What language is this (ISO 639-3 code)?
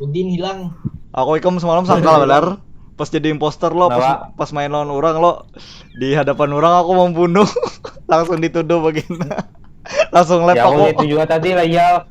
bjn